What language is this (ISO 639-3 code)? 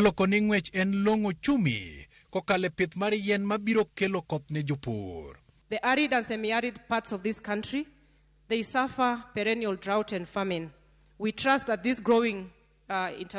luo